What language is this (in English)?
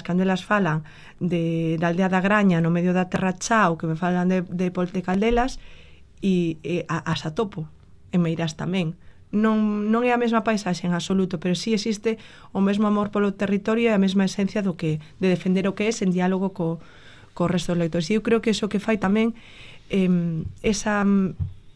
Galician